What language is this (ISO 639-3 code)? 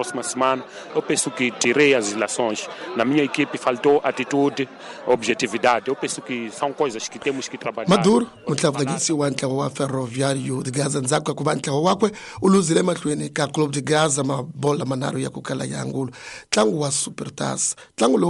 tso